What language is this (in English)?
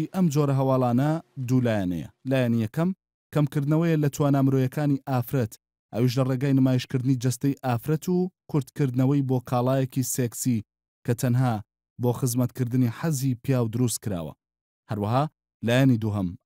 Central Kurdish